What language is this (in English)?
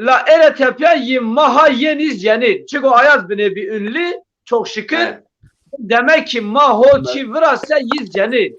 Zaza